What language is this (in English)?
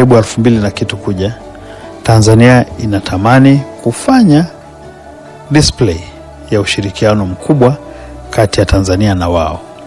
Swahili